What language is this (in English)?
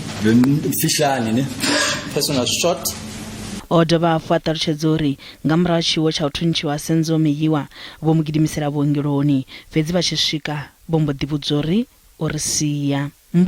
Venda